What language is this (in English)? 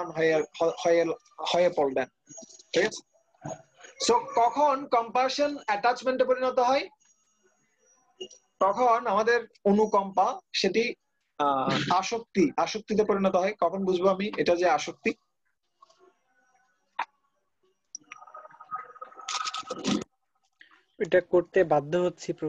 Bangla